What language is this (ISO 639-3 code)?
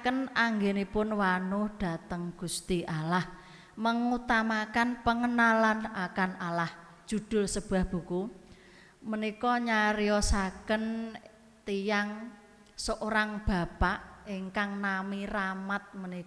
jav